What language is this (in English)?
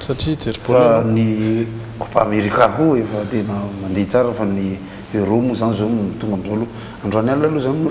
Malagasy